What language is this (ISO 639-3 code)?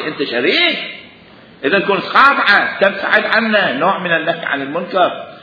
acm